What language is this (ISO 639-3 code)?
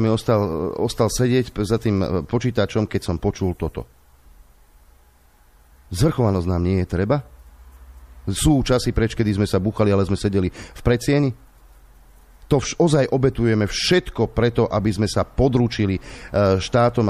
slk